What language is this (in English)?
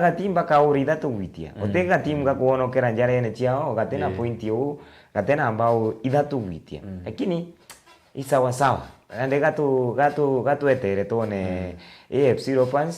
Meru